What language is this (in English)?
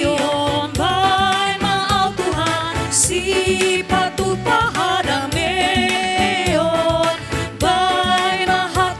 Batak Toba